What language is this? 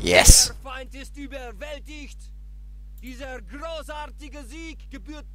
Swiss German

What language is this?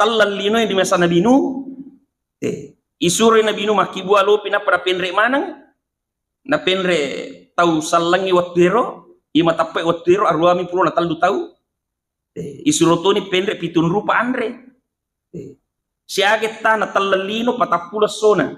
Buginese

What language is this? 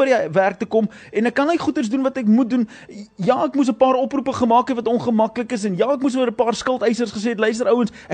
Afrikaans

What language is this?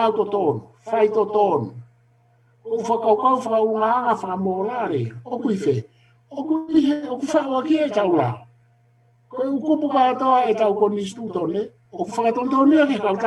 Tongan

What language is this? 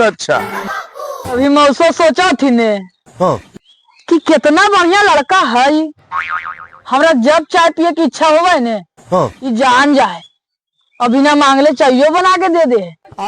Magahi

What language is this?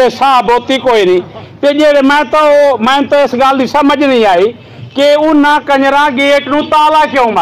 Saraiki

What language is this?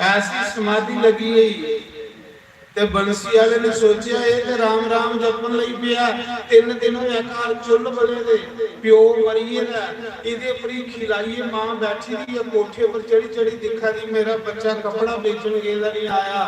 Dogri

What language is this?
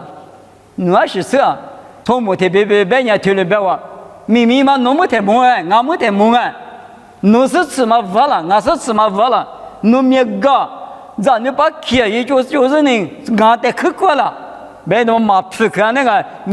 Lisu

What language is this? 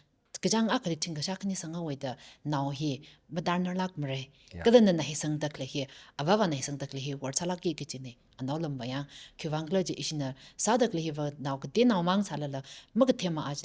Tangkhul Naga (India)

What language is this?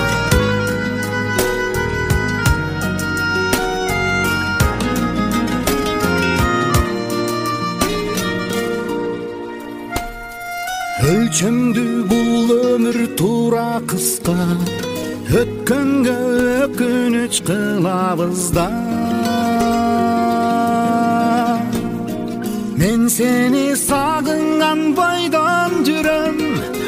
Kyrgyz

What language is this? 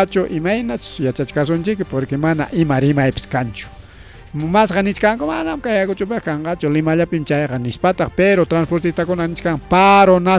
Ayacucho Quechua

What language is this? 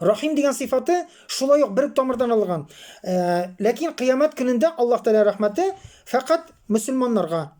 Tatar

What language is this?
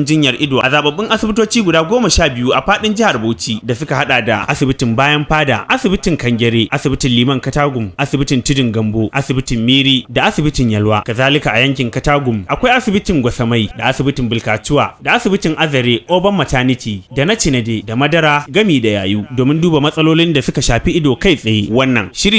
Hausa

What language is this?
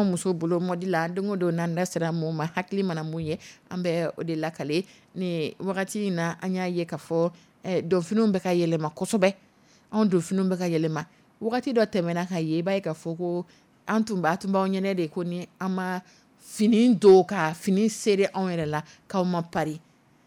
Dyula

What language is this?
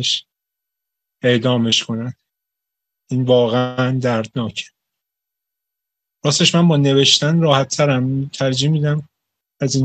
Persian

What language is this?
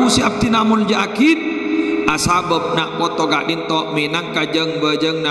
Madurese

